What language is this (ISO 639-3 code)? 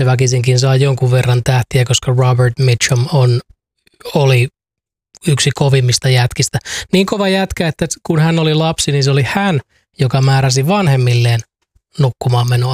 fin